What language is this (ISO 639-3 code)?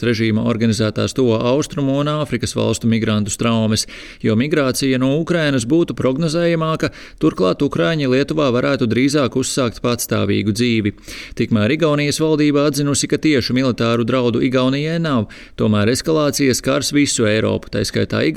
lav